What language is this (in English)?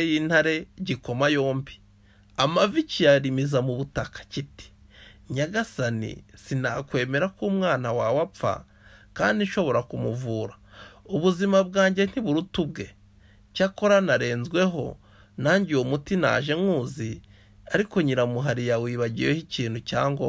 Kinyarwanda